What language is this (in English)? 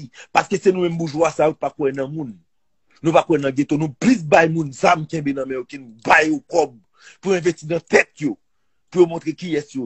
Haitian Creole